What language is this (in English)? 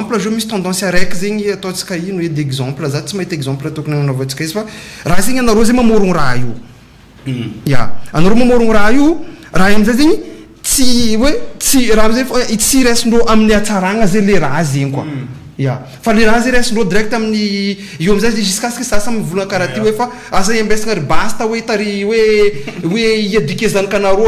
Malagasy